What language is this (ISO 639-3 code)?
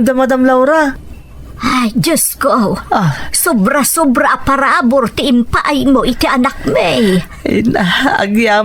ilo